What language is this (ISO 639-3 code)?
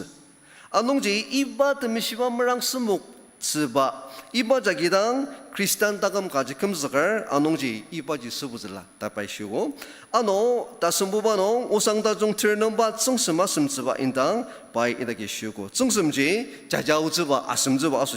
njo